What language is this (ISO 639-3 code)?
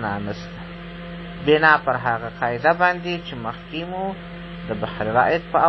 pus